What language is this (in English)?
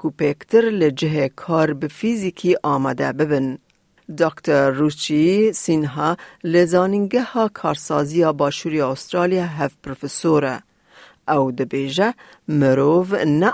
Kurdish